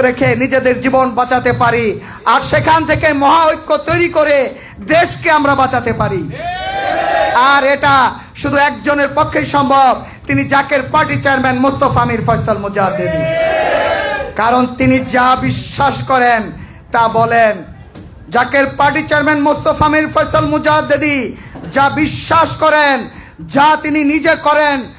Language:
Bangla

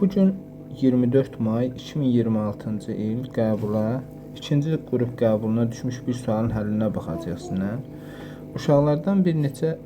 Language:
Azerbaijani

